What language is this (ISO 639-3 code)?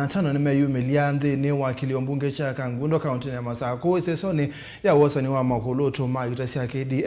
kam